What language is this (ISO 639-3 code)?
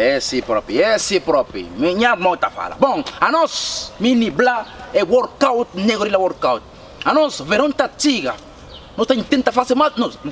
kea